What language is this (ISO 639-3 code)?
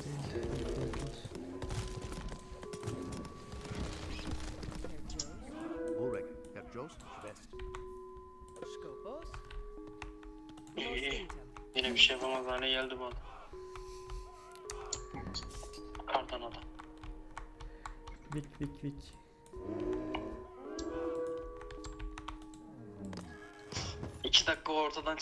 tur